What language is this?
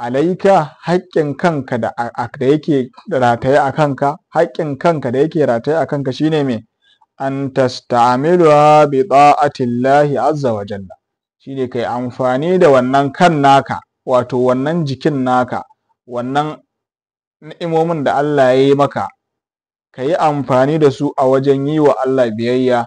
Hausa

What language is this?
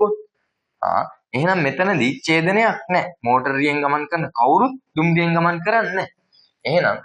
Sinhala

